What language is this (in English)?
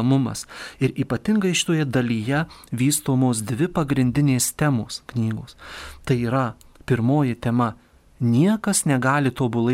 Lithuanian